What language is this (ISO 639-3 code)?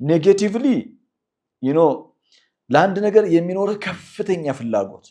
amh